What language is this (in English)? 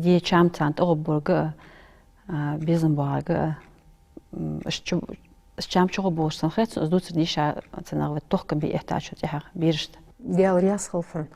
Ingush